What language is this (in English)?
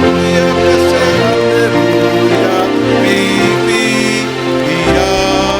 Samoan